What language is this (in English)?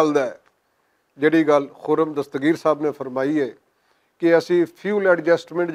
Western Panjabi